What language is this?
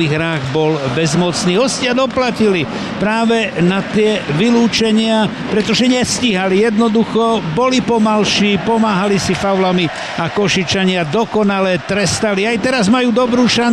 Slovak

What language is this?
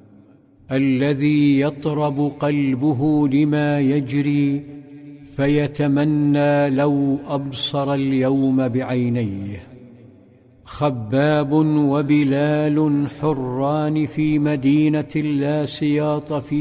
Arabic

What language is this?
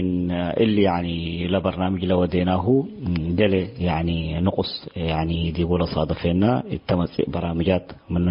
Tigre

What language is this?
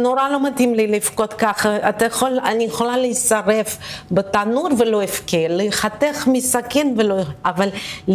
Hebrew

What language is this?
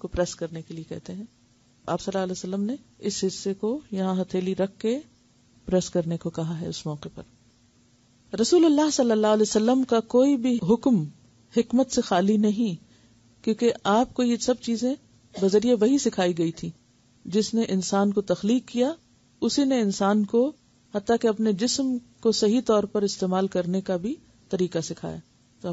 Urdu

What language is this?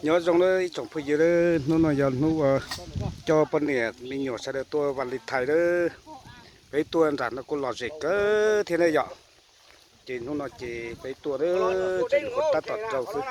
Hmong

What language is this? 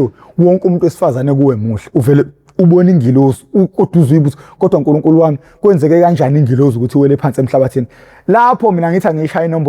Zulu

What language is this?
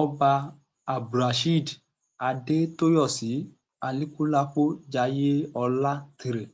Yoruba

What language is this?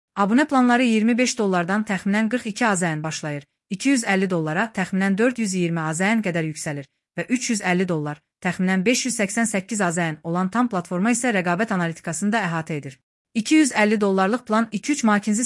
Azerbaijani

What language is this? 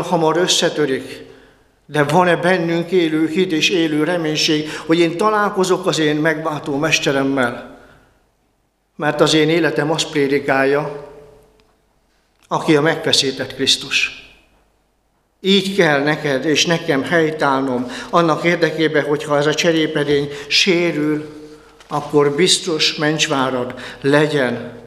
Hungarian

